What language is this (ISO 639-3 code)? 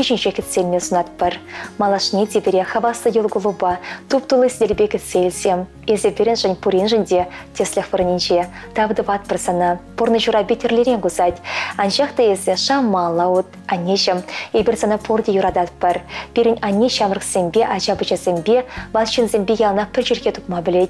chv